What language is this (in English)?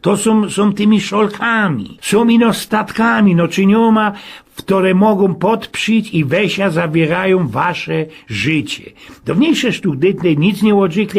Silesian